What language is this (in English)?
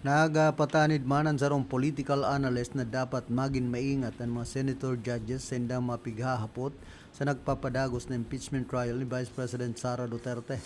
Bikol